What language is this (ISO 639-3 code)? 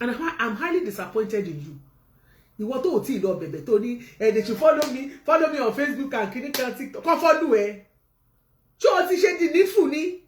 yor